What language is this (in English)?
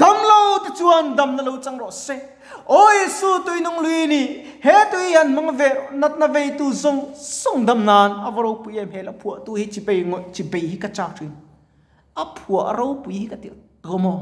Mizo